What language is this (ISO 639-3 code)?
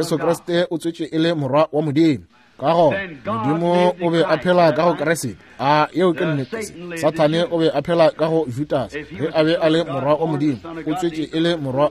nso